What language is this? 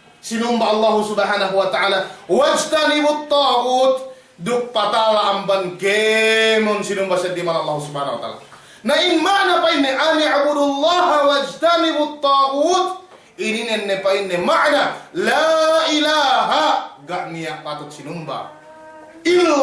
Yakan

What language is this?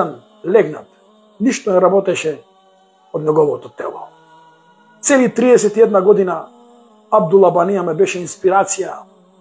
Macedonian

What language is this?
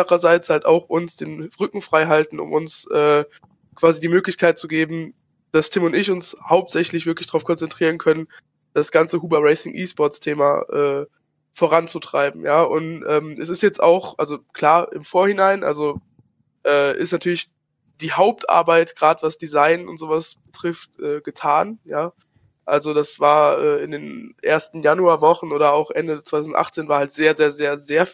German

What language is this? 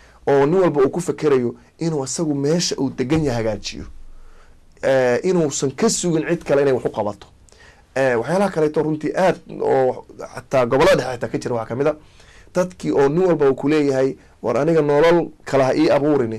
Somali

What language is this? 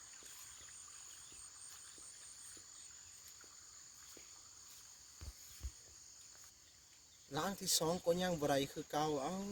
Lao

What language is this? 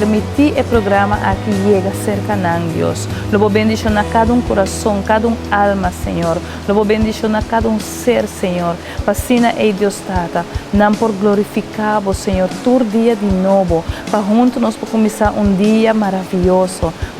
Papiamento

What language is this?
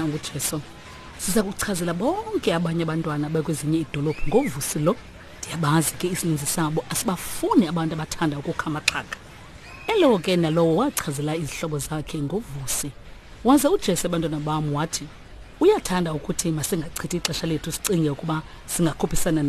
Xhosa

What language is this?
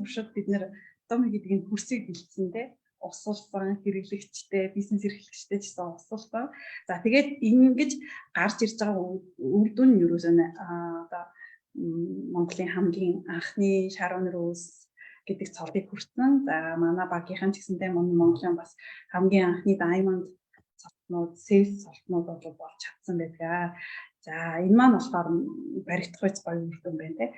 Mongolian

